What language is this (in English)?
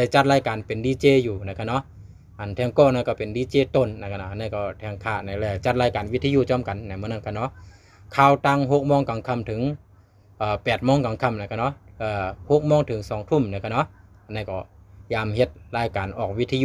Shan